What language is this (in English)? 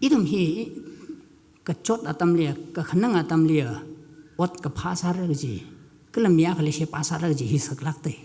Tangkhul Naga (India)